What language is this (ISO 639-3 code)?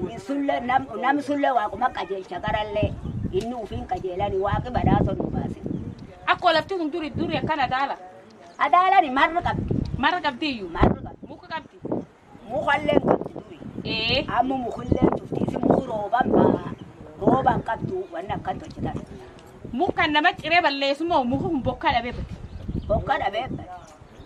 orm